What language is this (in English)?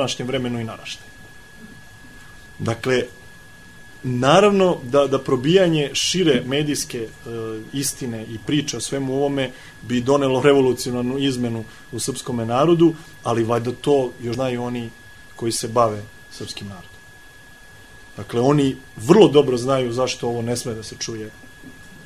Serbian